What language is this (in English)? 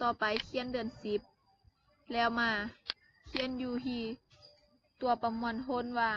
Lao